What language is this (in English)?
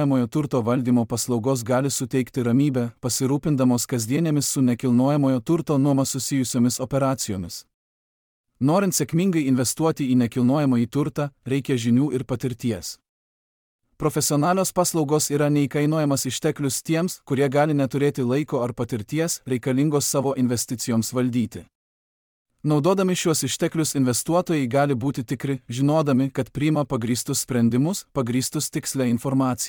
Lithuanian